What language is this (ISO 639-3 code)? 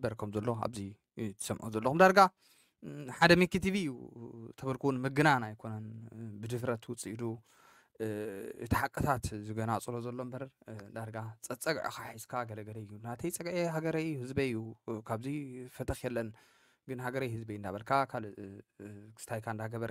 tir